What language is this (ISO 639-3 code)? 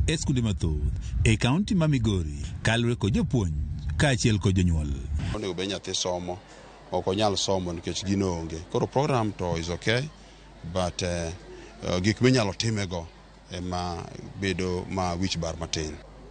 luo